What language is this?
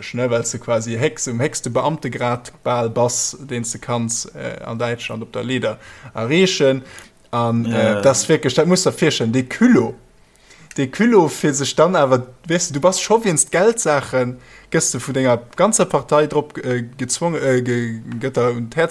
Luxembourgish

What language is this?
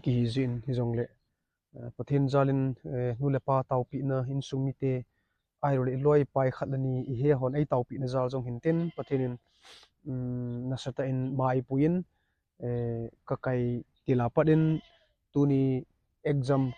Thado Chin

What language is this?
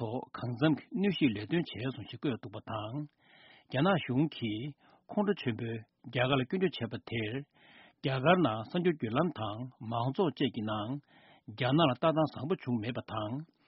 Tibetan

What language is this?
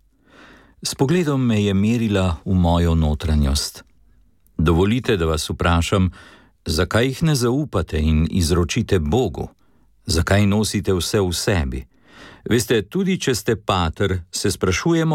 Slovenian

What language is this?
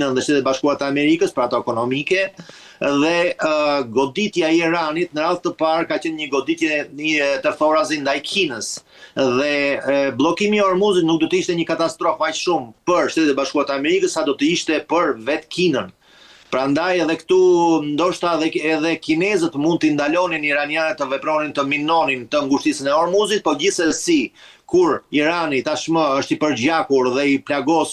Albanian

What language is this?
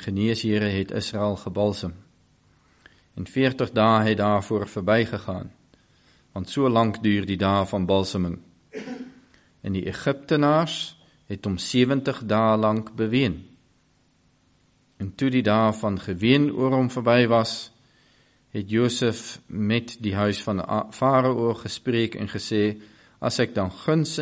Afrikaans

